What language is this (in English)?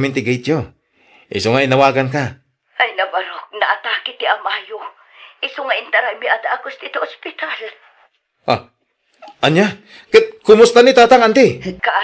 Iloko